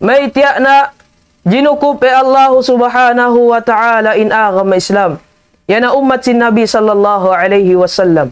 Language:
Tausug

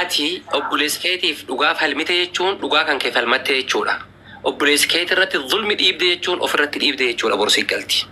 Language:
Oromo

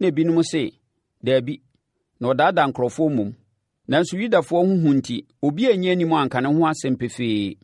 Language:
Akan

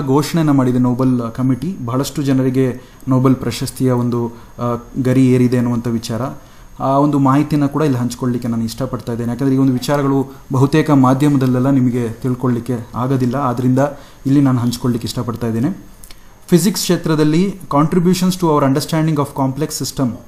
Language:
Kannada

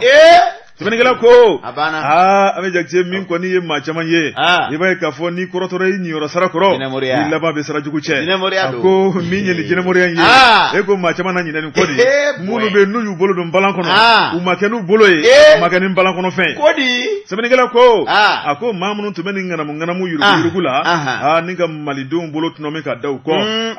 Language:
Bambara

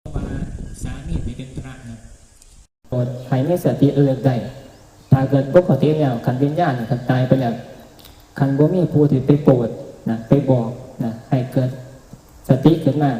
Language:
Northeastern Thai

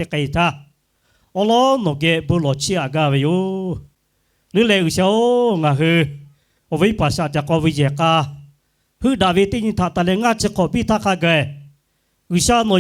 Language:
Lahu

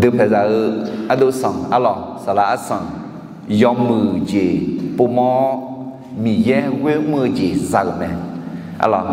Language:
Akha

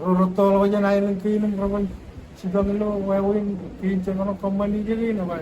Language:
Marshallese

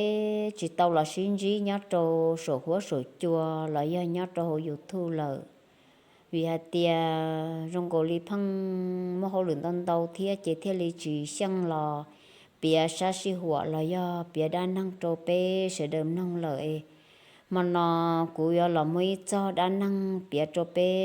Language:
Hmong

